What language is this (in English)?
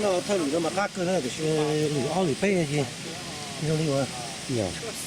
Hmong